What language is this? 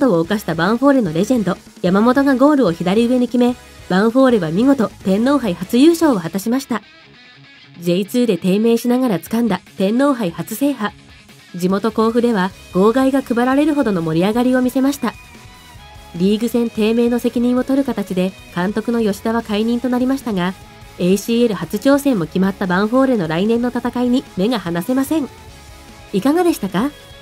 Japanese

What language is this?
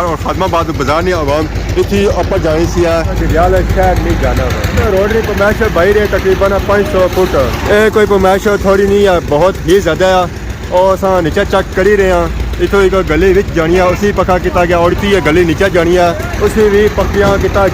Pahari-Potwari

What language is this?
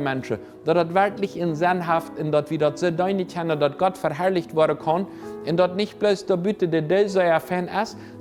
Plautdietsch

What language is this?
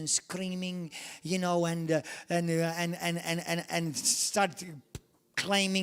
English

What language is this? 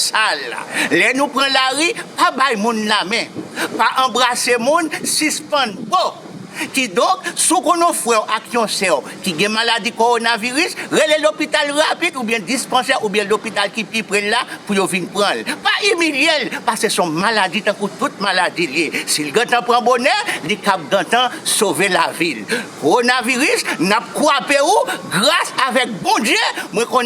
Haitian Creole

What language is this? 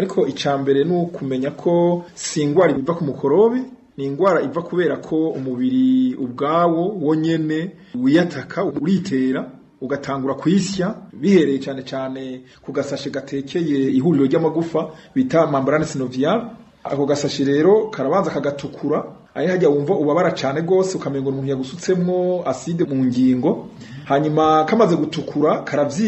Rundi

